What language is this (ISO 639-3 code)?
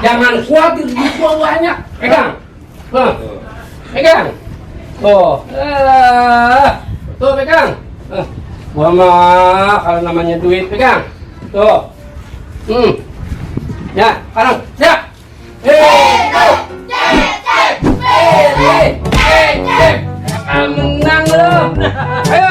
bew